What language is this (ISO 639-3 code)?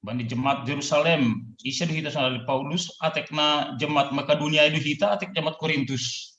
bts